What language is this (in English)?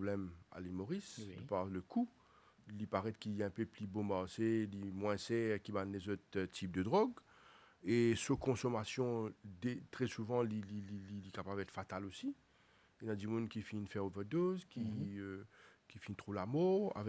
Morisyen